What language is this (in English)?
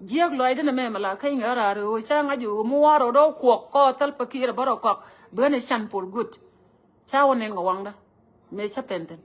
Nuer